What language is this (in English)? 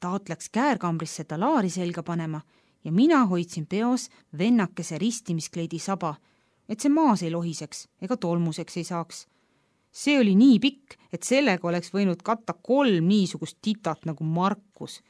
Estonian